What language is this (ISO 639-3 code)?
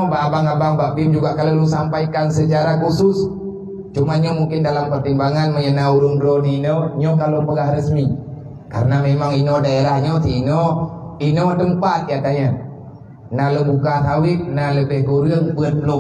ace